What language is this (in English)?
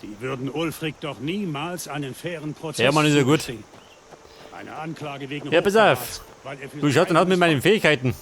Bavarian